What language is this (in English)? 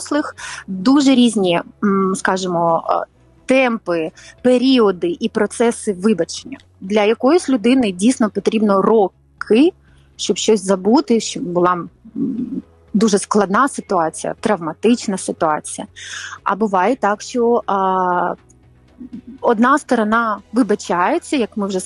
Ukrainian